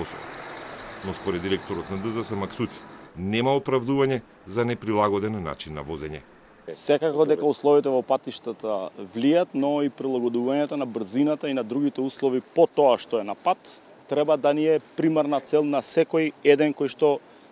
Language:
Macedonian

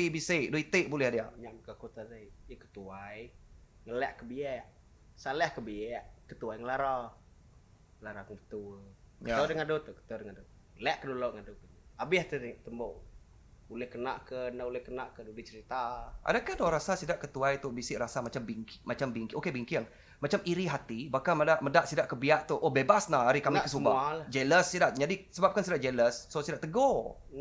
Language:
Iban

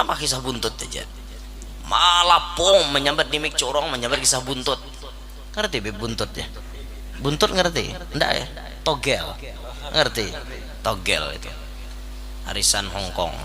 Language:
Banjar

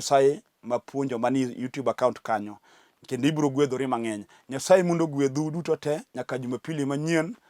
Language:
Luo (Kenya and Tanzania)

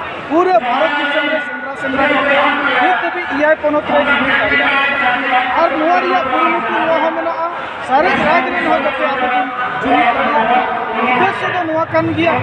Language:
Santali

